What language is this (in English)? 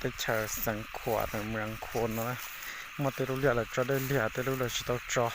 Hmong